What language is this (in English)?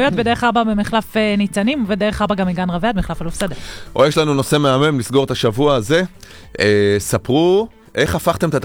Hebrew